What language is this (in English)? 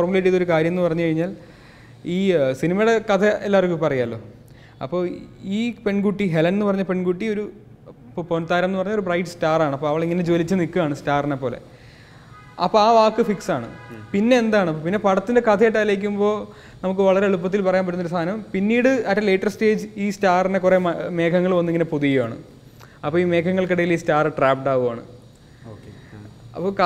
Malayalam